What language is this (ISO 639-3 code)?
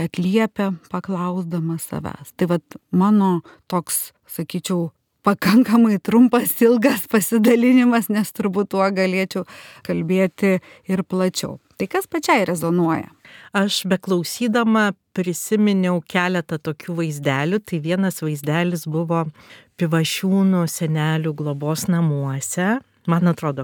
lit